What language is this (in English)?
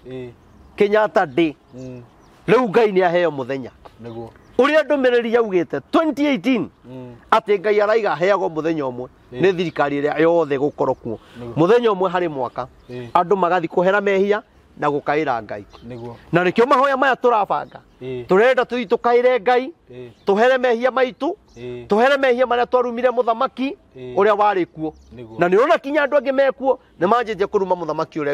Kikuyu